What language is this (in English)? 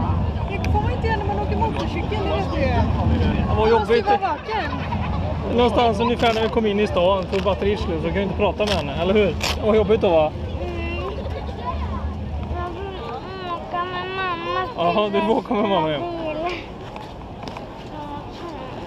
Swedish